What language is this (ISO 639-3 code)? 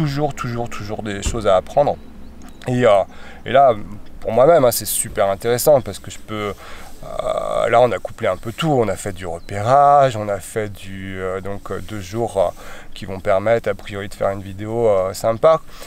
fra